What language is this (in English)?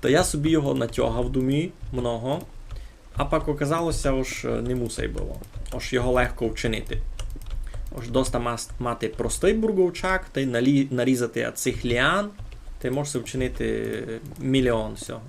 Rusyn